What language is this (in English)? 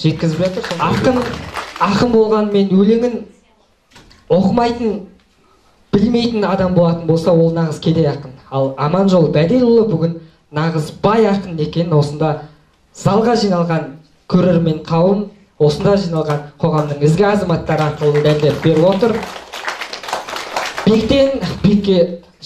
Kazakh